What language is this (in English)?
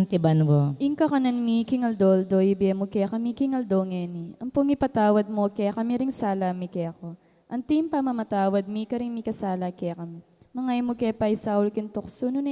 Pampanga